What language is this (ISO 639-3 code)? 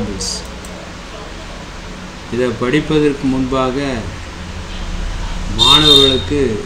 tam